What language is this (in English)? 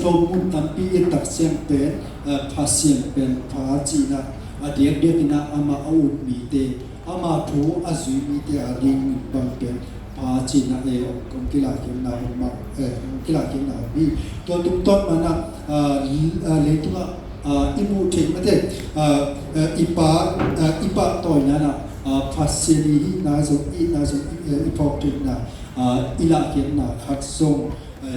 Tedim Chin